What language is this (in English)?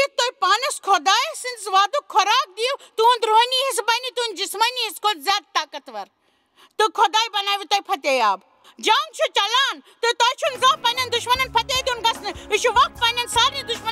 Kashmiri